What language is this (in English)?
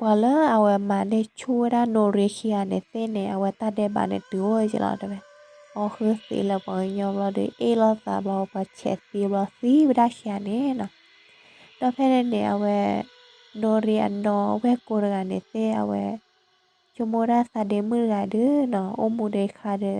S'gaw Karen